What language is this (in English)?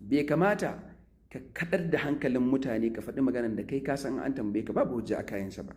Hausa